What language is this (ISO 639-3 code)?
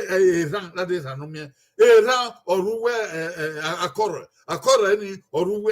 bin